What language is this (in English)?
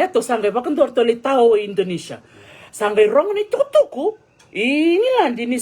Fijian